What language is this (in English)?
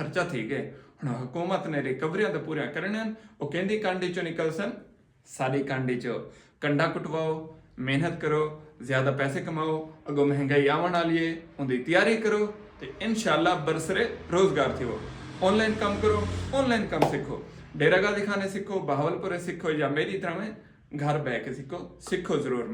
Saraiki